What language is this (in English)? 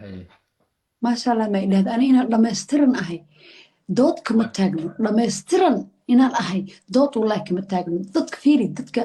Somali